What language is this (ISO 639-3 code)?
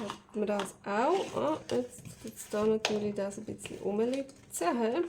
gsw